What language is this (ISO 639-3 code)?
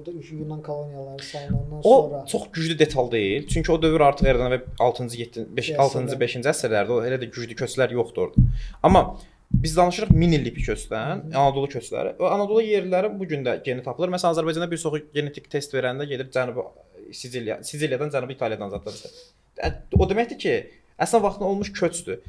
aze